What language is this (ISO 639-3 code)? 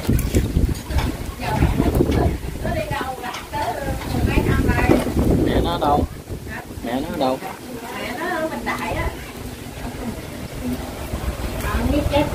vie